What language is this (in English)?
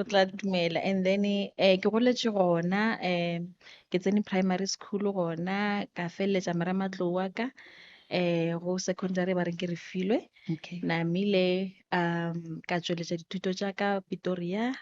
Northern Sotho